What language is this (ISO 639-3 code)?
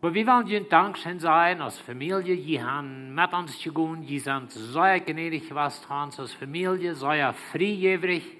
pdt